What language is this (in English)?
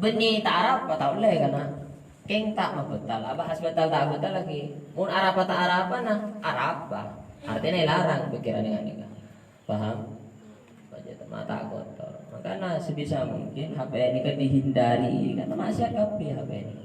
Madurese